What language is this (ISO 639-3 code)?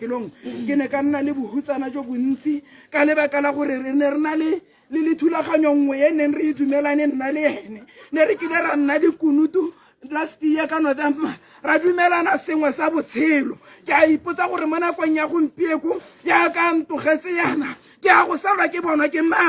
tsn